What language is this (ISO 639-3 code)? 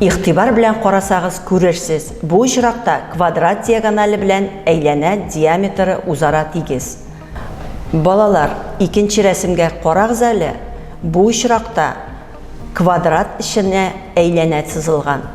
tat